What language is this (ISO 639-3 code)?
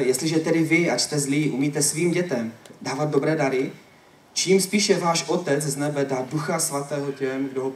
ces